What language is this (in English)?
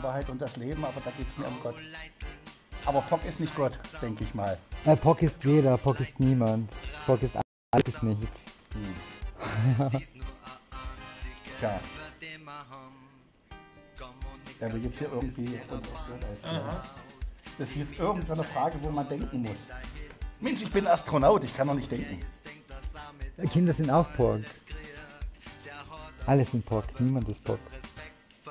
German